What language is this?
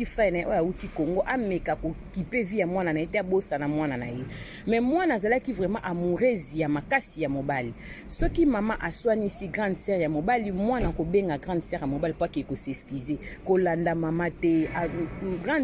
Lingala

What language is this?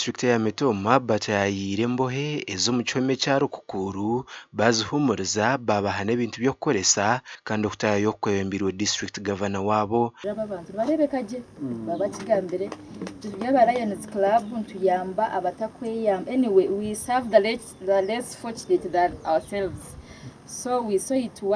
Nyankole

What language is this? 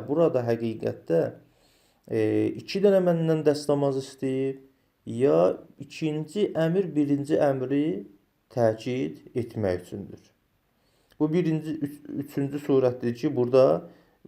Azerbaijani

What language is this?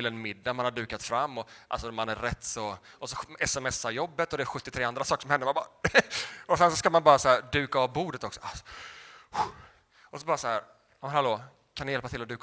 Swedish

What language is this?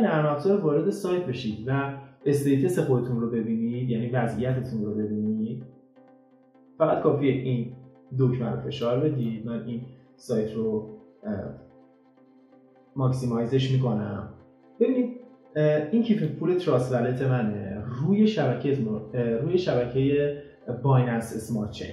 Persian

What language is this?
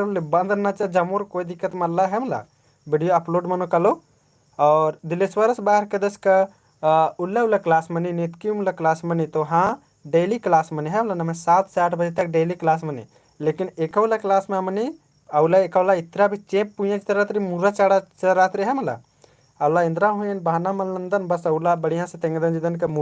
Kurukh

